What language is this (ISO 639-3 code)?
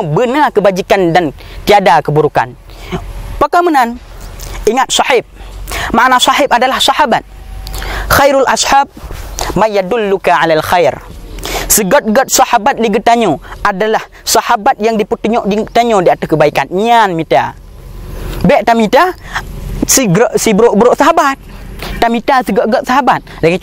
ace